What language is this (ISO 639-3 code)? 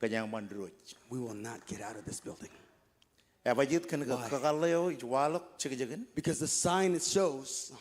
mah